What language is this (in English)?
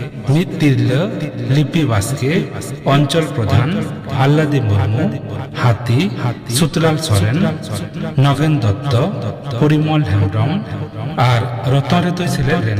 Santali